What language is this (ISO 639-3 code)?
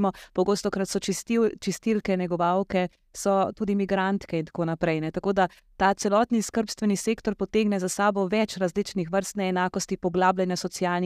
slv